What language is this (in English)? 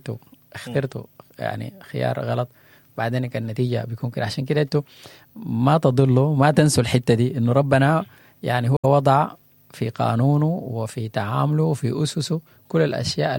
Sudanese Arabic